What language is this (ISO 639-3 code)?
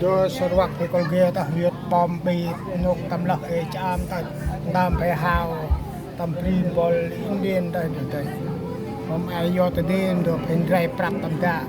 cmo